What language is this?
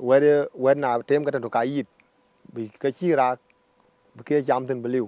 Dinka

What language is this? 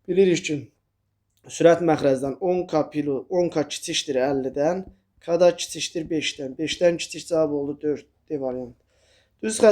Azerbaijani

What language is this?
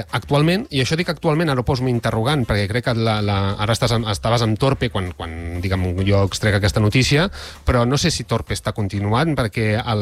Catalan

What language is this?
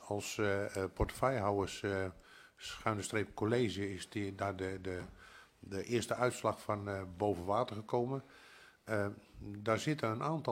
Dutch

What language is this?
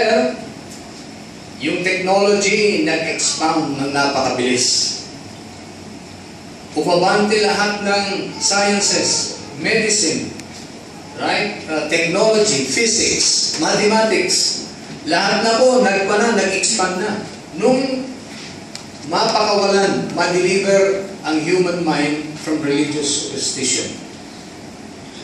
Filipino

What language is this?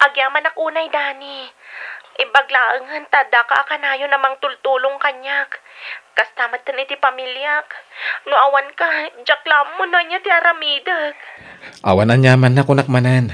Iloko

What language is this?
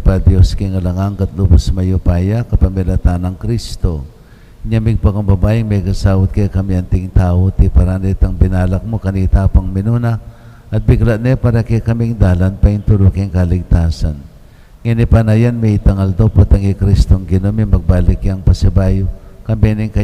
Pampanga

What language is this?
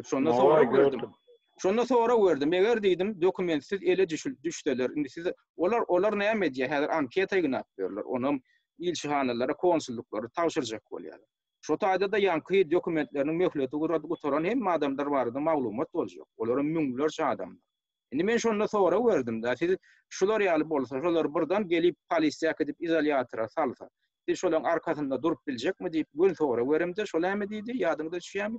Turkmen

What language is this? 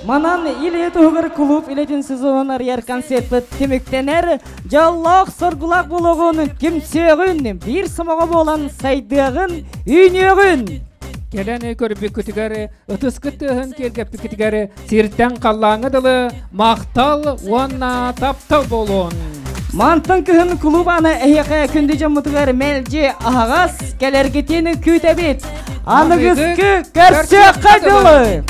Yakut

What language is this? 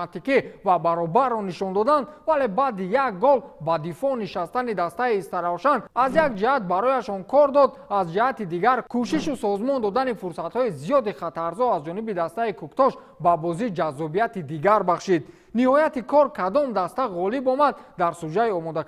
Tajik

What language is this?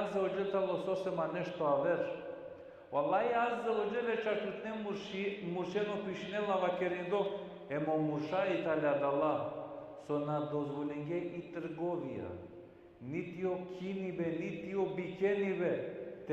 Balkan Romani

